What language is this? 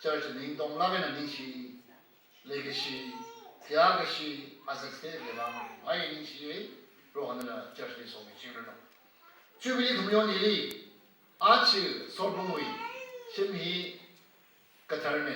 Tangkhul Naga (India)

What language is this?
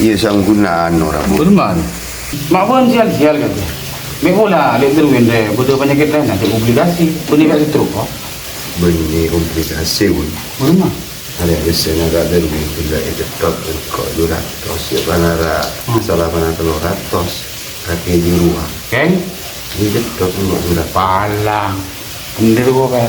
Madurese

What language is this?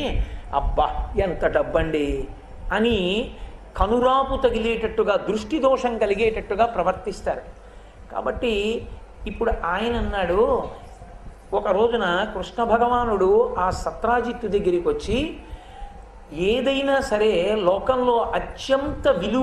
Telugu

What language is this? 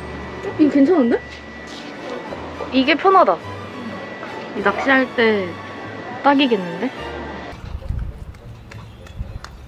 Korean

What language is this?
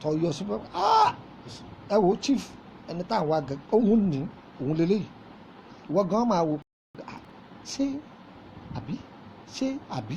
Yoruba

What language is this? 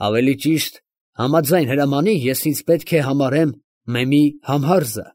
Armenian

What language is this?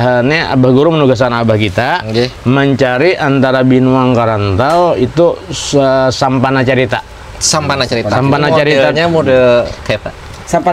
Banjar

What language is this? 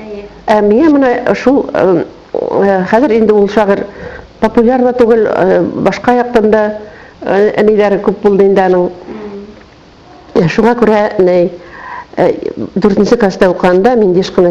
Bashkir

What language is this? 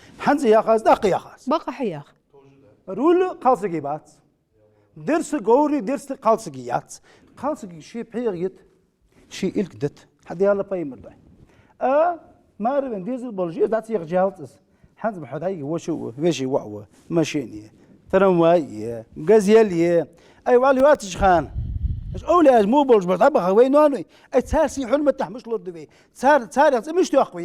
Ingush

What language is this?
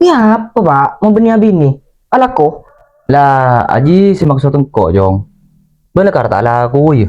Madurese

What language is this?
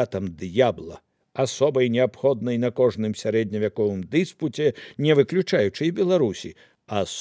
Belarusian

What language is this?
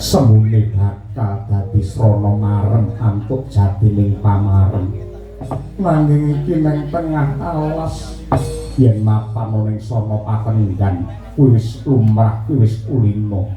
Javanese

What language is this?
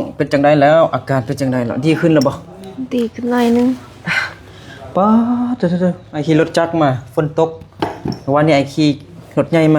Lao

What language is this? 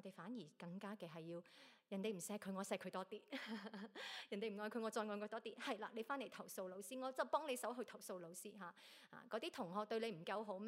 Cantonese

